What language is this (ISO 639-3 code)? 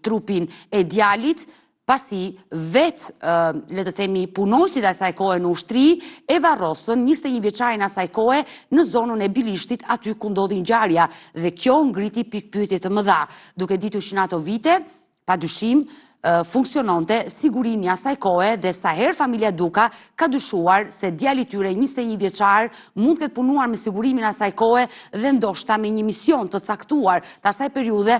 sqi